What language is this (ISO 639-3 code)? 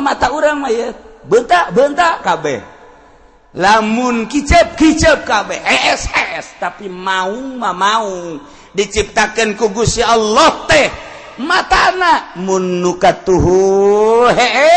sun